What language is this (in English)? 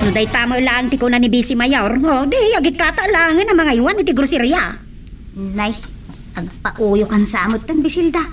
Iloko